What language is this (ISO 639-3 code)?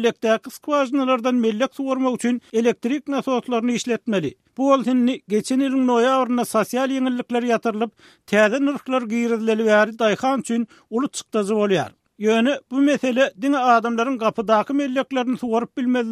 tuk